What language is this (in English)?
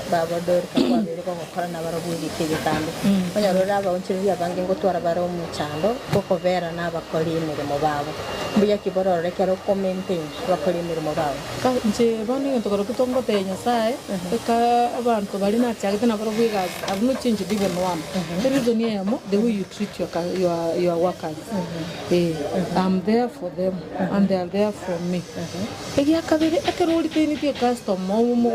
Gusii